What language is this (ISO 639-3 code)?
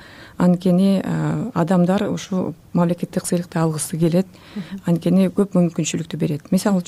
kir